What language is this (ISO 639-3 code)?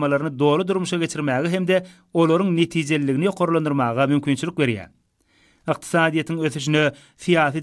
tuk